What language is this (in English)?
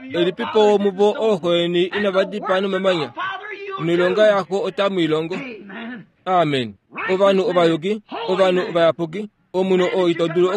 Kuanyama